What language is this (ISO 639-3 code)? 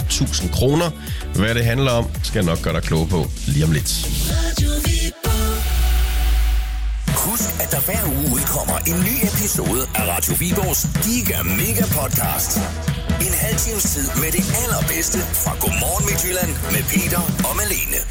dan